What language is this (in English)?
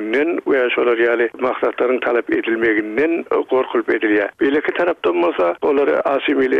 Turkmen